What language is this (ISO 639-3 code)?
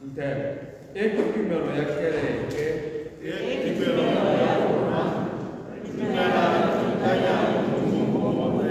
tsn